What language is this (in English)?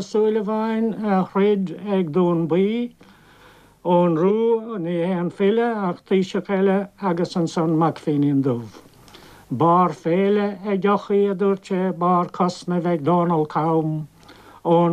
Irish